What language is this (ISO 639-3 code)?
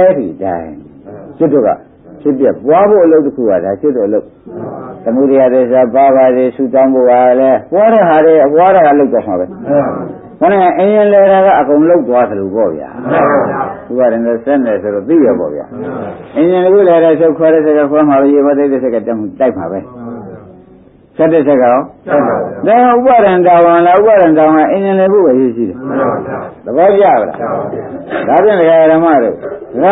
mya